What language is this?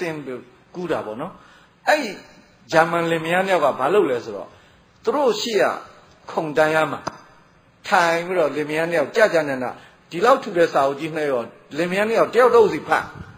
Burmese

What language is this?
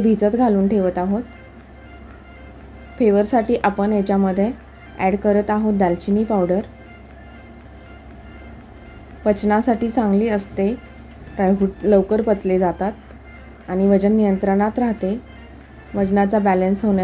Marathi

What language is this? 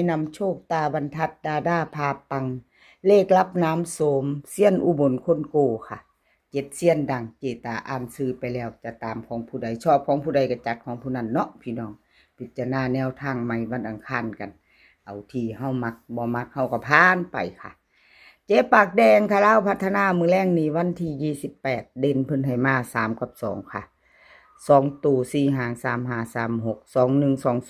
Northeastern Thai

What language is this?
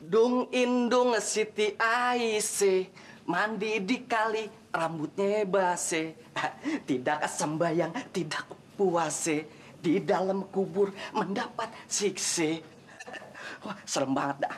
Betawi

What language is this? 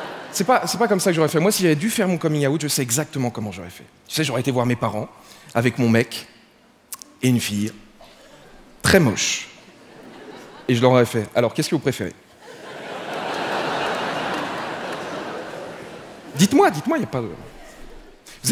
French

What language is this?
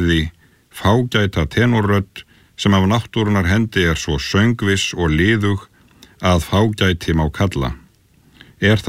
Icelandic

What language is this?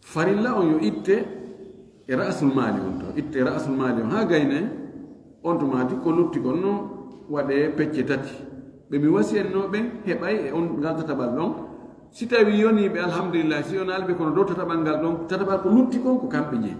Fula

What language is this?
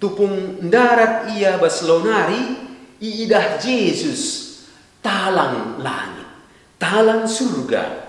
Batak Karo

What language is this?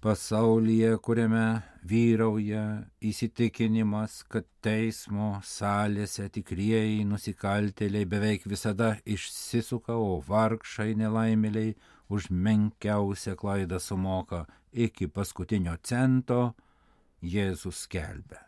Lithuanian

